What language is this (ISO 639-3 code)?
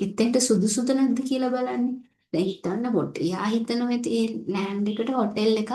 sin